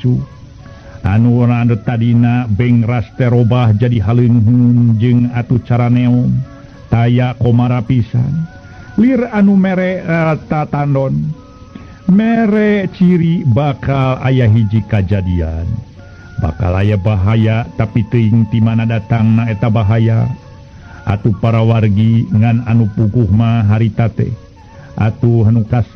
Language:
Sundanese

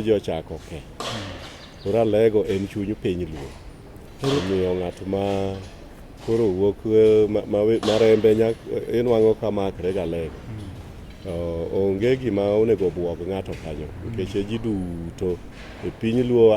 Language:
Luo (Kenya and Tanzania)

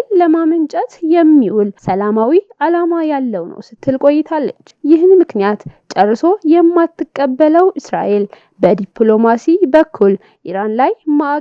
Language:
Amharic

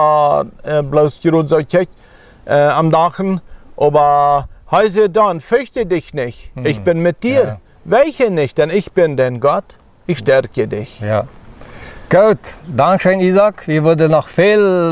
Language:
Plautdietsch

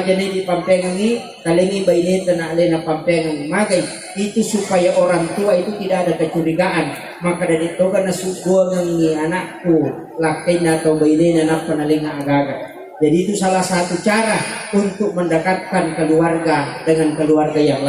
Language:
Buginese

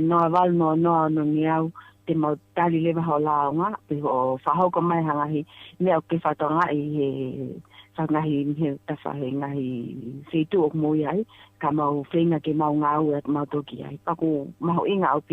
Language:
Tongan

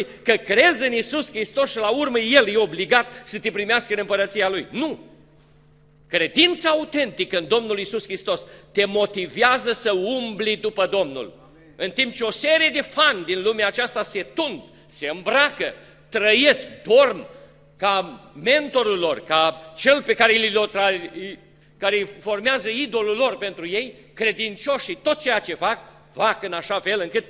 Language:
Romanian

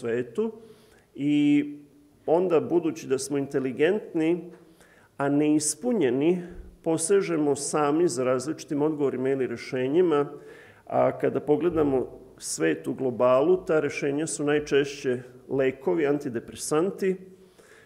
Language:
Serbian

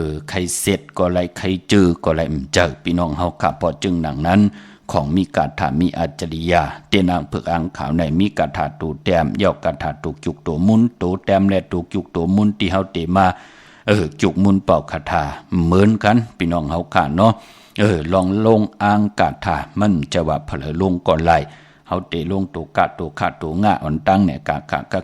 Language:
Shan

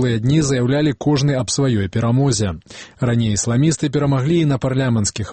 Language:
Belarusian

